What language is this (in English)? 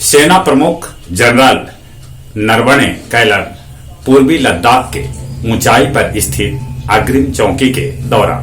Magahi